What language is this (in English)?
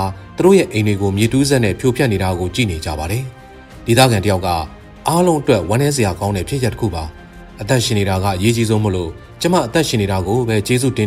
Burmese